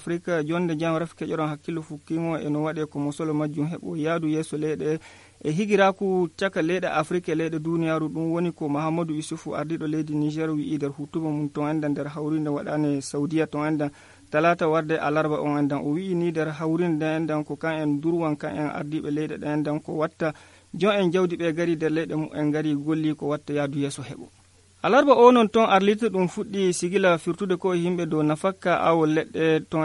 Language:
Nigerian Fulfulde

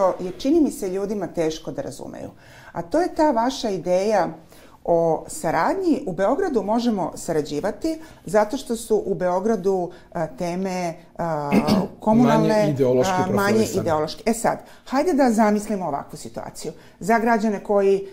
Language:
Serbian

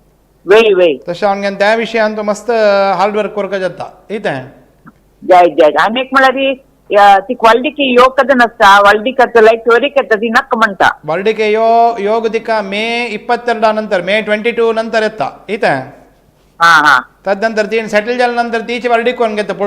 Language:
Konkani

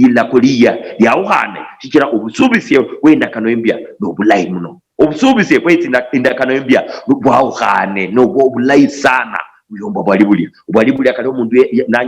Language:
Luyia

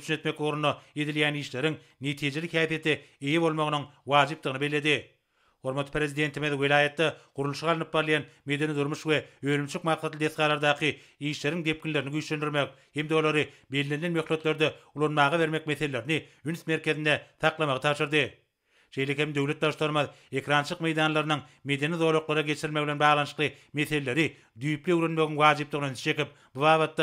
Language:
Turkmen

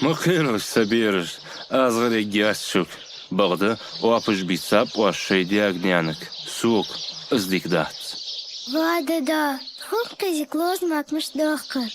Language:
Ingush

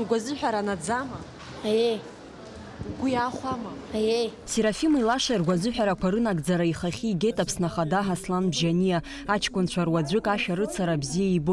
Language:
Abkhazian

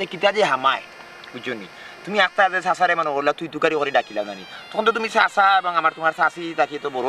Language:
Sylheti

